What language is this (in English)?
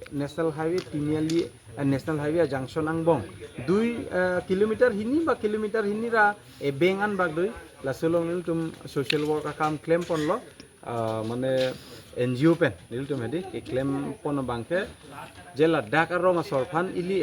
Karbi